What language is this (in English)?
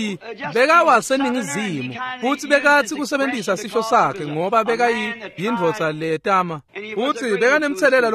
Swati